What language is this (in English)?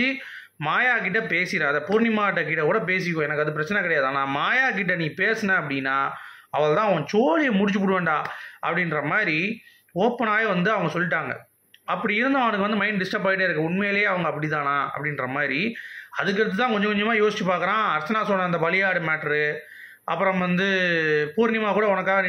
Tamil